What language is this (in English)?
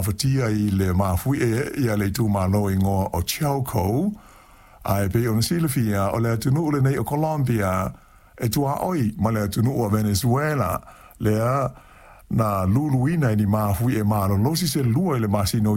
Samoan